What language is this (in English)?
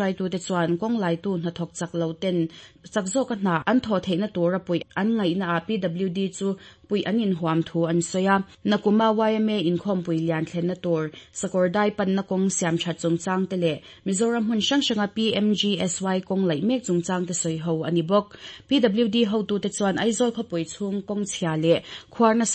Mizo